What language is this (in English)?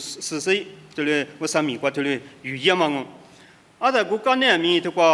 Lisu